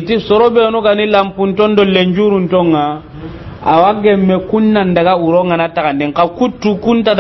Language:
Soninke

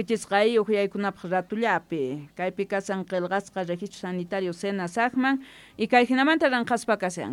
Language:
South Bolivian Quechua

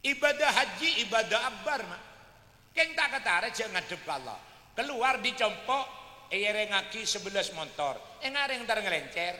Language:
Madurese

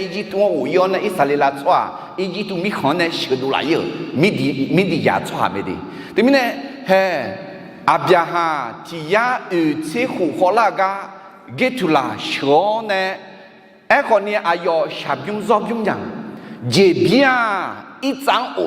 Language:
Akha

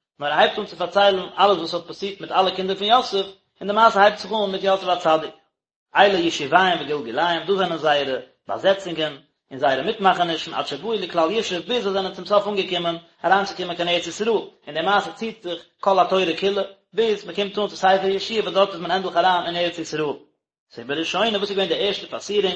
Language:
Yiddish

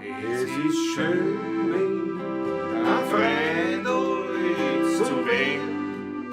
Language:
Bavarian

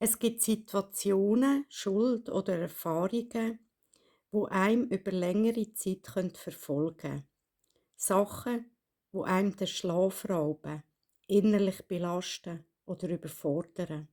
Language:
Swiss German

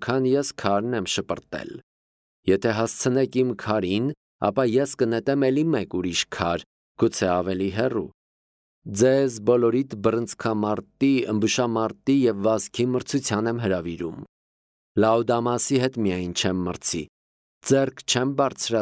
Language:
Armenian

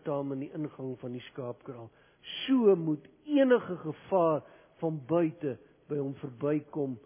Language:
Afrikaans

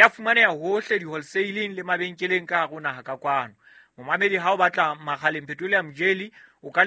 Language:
Southern Sotho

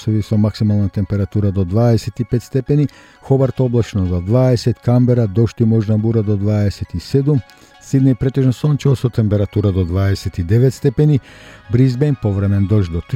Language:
Macedonian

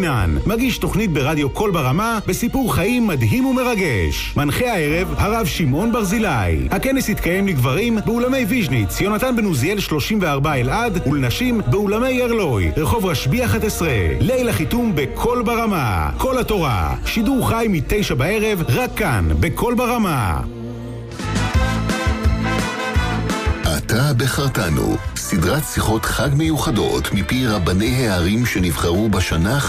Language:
Hebrew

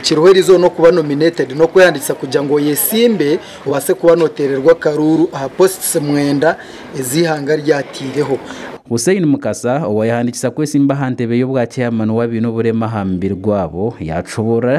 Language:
Nyankole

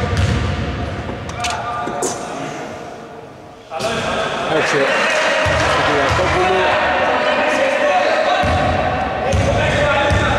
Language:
Greek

